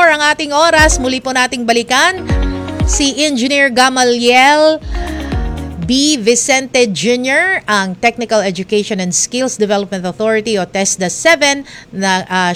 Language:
Filipino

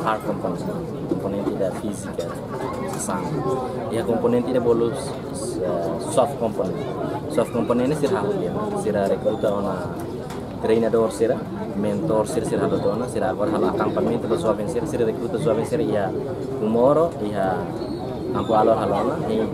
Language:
Tetum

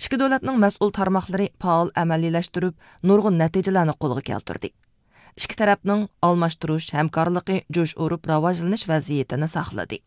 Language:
Uyghur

